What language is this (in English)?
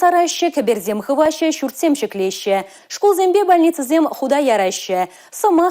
Chuvash